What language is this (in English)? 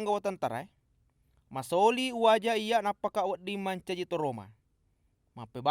Buginese